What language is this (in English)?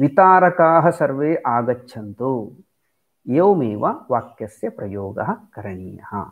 Sanskrit